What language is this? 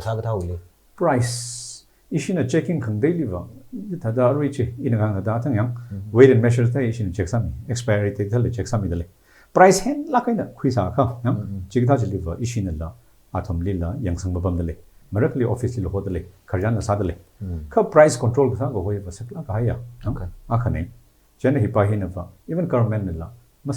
Tangkhul Naga (India)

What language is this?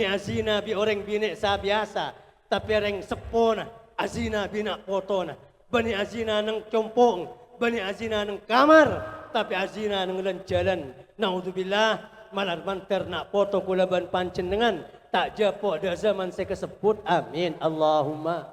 Madurese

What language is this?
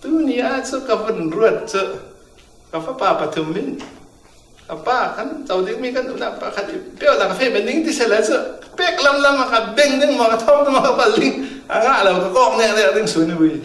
Falam Chin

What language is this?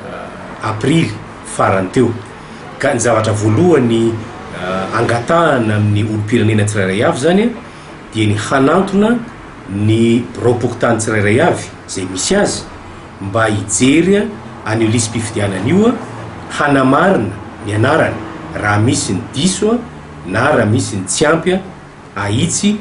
Malagasy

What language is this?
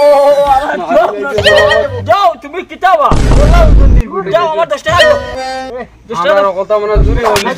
Sylheti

